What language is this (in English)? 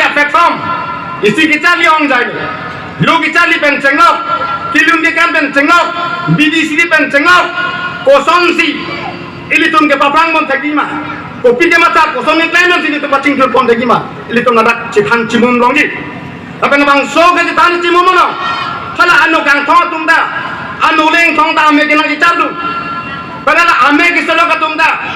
Karbi